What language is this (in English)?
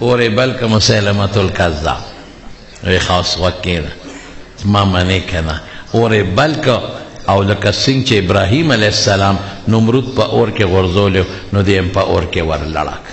Pashto